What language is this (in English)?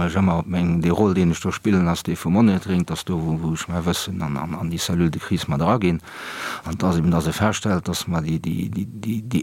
Luxembourgish